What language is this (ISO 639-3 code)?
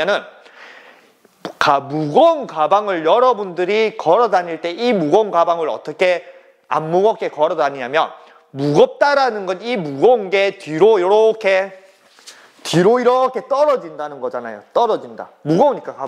kor